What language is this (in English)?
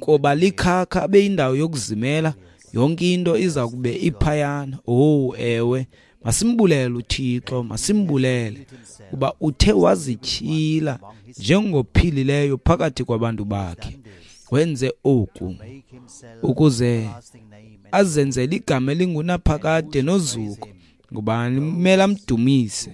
Xhosa